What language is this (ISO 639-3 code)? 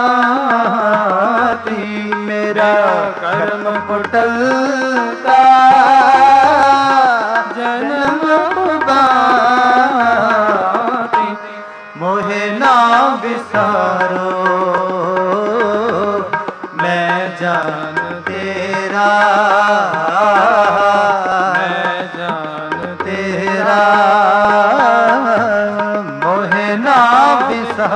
pan